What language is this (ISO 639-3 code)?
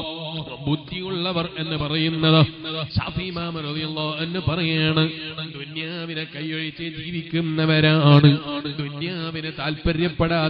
mal